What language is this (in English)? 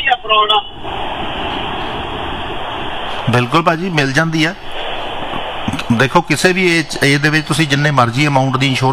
Punjabi